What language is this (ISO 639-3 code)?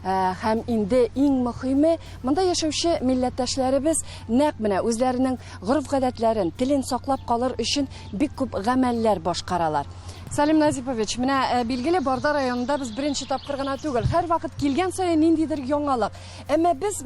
tat